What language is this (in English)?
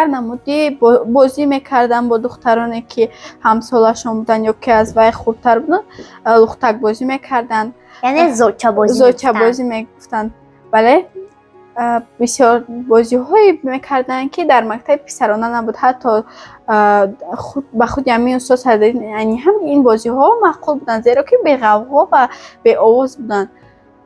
Tajik